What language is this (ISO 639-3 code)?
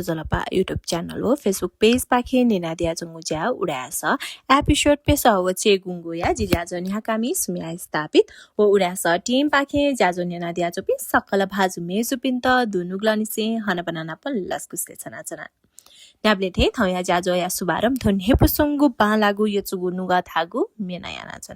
new